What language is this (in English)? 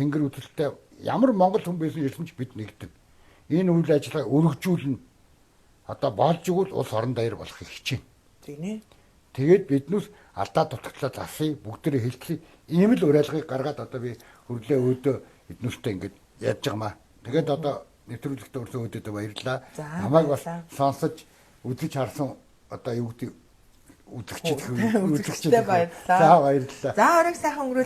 Mongolian